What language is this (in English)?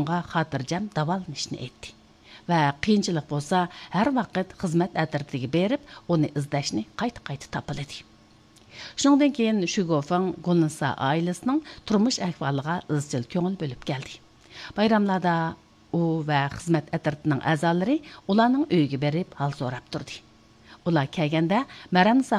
Uyghur